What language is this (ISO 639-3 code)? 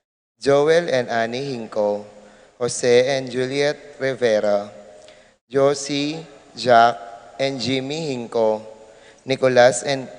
pam